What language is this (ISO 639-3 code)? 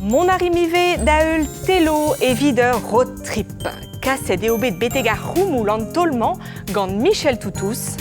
bre